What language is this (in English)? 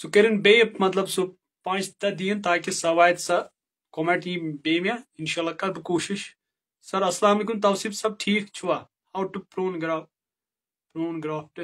Kashmiri